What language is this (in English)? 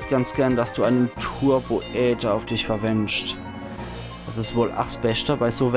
Palatine German